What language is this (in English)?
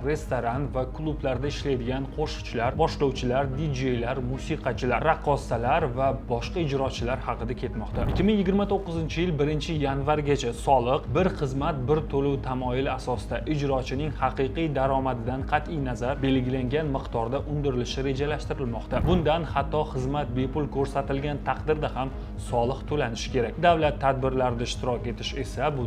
Uzbek